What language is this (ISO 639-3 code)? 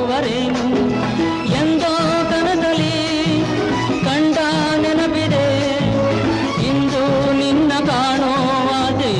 kan